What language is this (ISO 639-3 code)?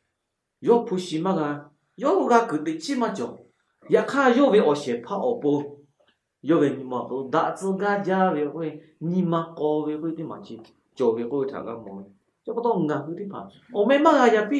lhu